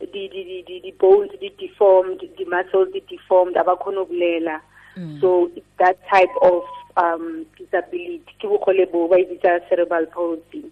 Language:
Tswana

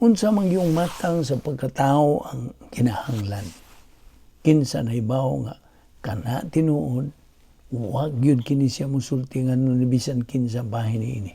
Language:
Cebuano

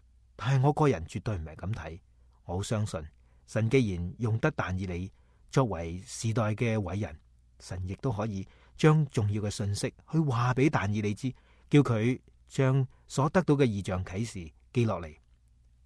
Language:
Cantonese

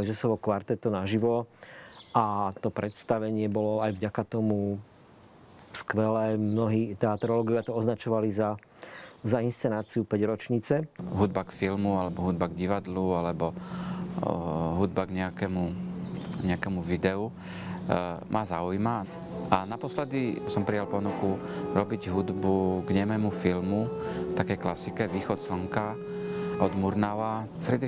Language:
Slovak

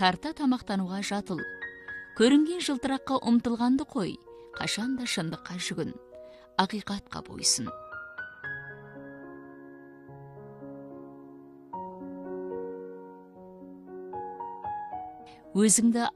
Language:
Kazakh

